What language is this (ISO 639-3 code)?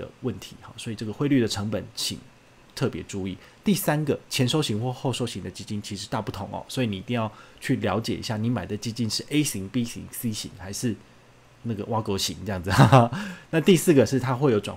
zho